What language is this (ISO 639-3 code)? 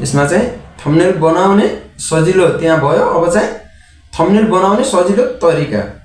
nep